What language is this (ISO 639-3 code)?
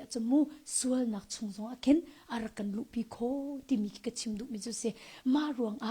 cnh